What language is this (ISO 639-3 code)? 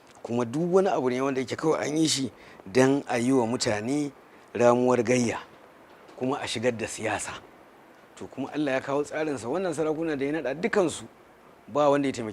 hau